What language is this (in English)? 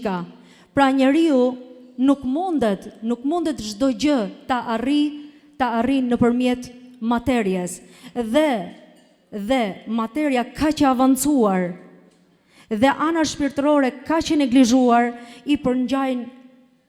Albanian